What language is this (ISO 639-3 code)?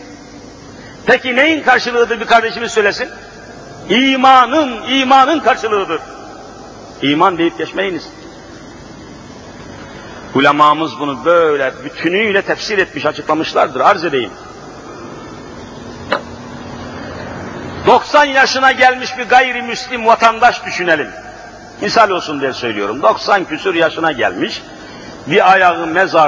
tur